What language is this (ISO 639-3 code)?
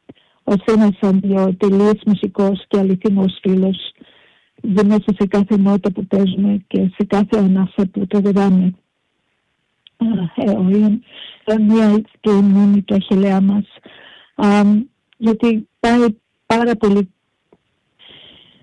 ell